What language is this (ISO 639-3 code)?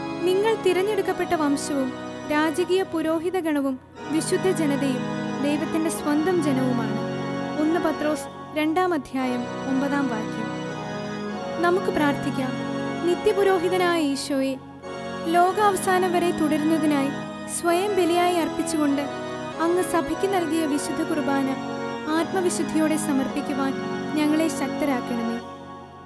mal